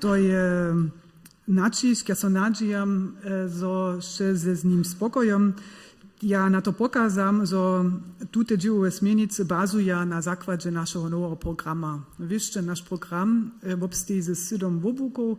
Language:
Upper Sorbian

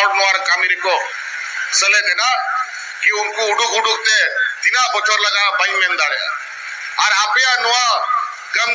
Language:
Santali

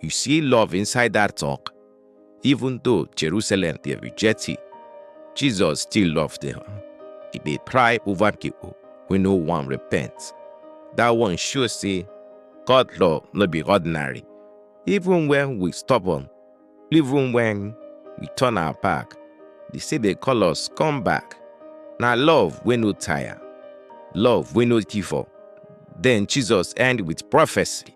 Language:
Nigerian Pidgin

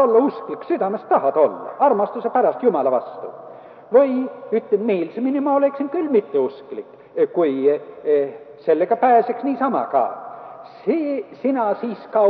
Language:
Estonian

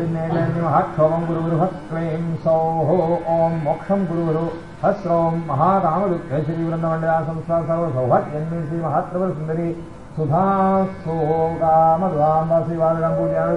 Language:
Sanskrit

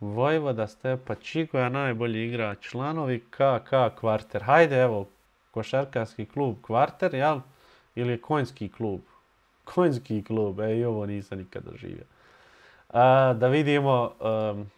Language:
Bosnian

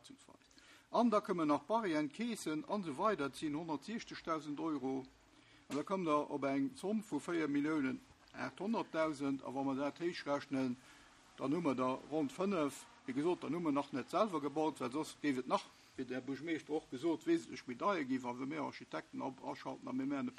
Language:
Luxembourgish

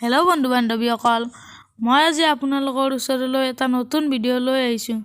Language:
Assamese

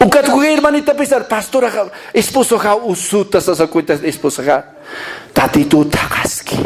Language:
Aymara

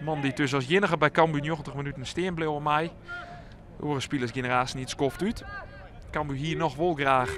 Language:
Western Frisian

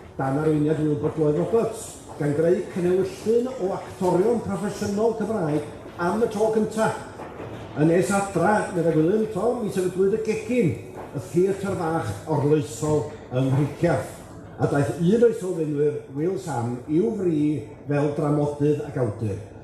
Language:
Welsh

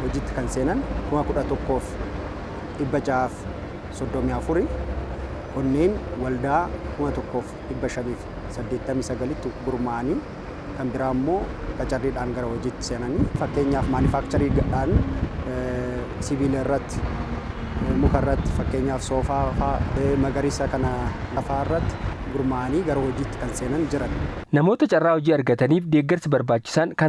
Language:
Oromo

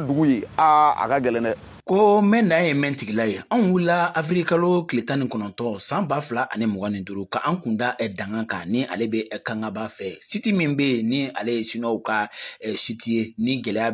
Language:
Bambara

